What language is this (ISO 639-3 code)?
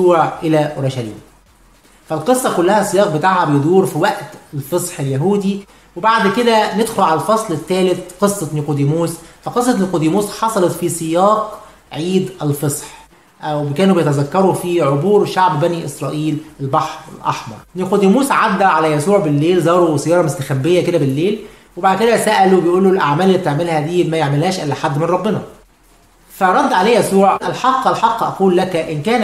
arz